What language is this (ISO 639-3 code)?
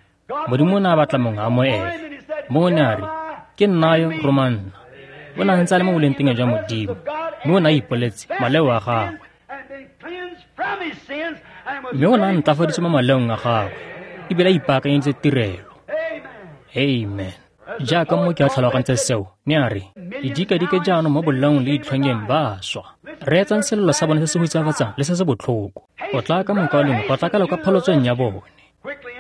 tsn